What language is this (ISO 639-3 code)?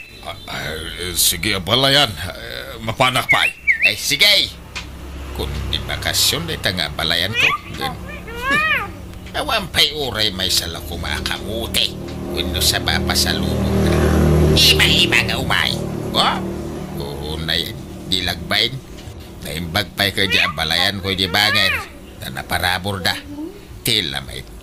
ilo